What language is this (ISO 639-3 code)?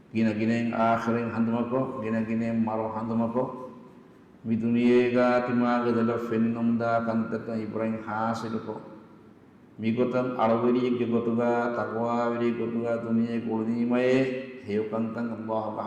div